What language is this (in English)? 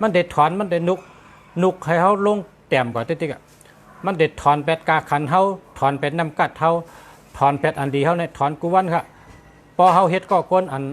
Shan